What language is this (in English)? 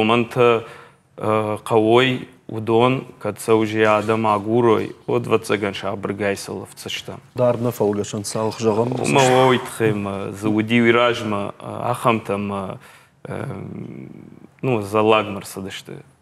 Ossetic